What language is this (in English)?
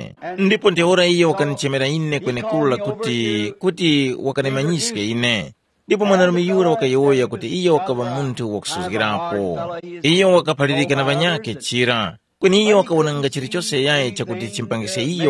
Tumbuka